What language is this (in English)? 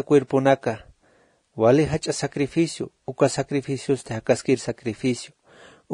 Aymara